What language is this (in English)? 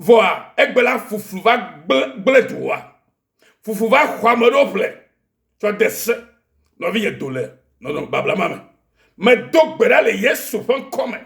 Ewe